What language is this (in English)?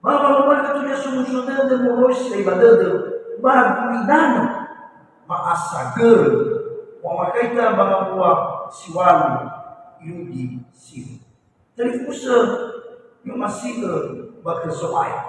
Nias